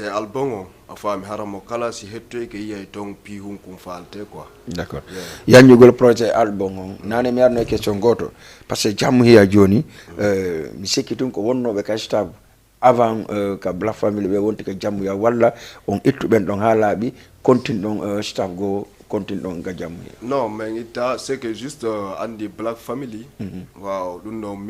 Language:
Fula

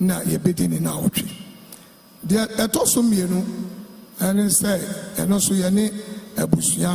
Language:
Akan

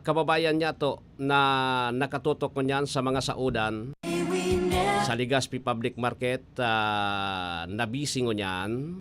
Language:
Bikol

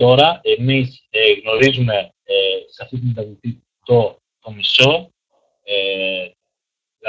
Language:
Greek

